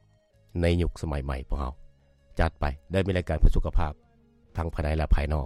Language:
Lao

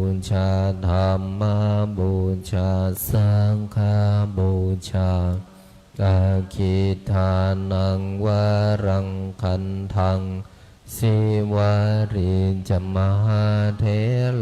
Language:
Pali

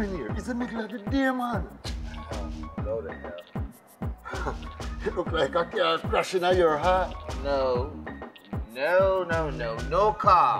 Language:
Jamaican Creole English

